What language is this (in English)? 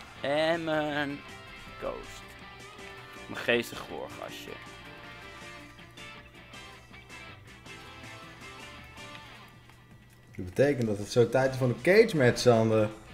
Dutch